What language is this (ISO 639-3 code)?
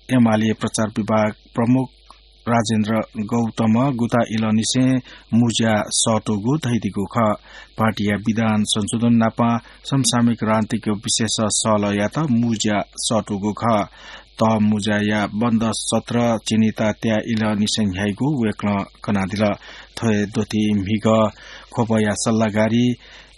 new